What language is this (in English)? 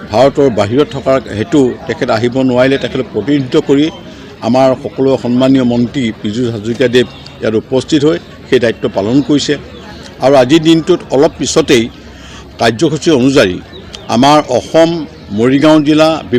Assamese